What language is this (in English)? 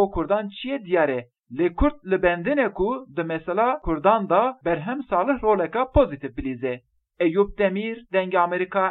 Kurdish